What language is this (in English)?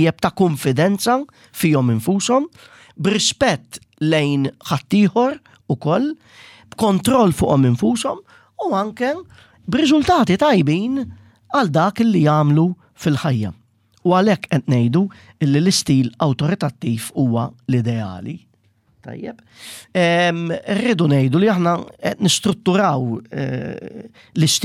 Maltese